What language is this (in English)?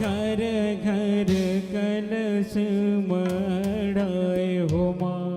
Chhattisgarhi